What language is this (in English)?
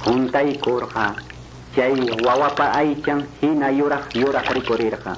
Quechua